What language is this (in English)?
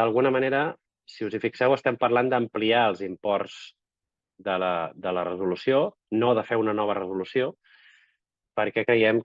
Catalan